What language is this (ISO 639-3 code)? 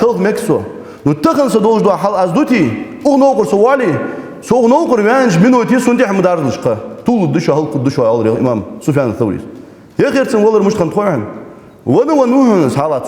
inh